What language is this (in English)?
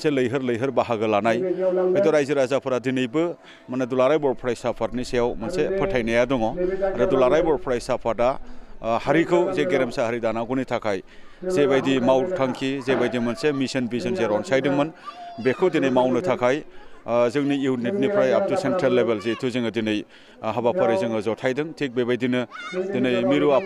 Bodo